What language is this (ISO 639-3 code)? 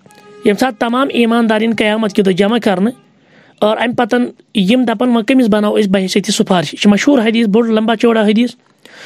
kas